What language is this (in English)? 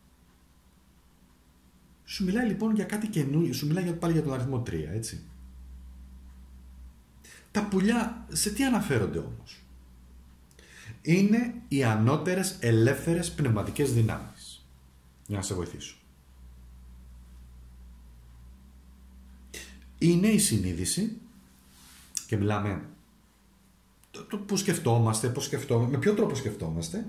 Greek